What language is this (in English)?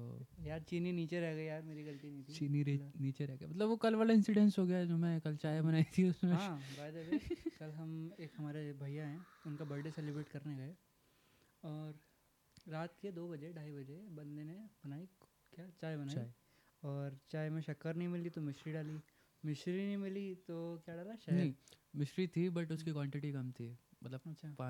Hindi